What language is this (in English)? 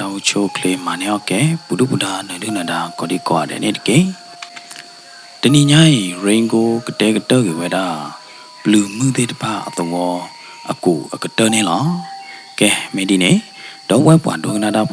S'gaw Karen